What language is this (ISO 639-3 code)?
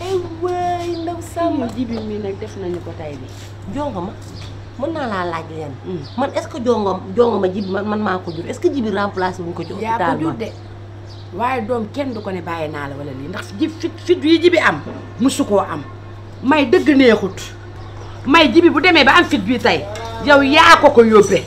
wol